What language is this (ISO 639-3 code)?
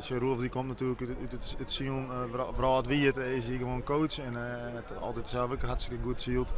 fry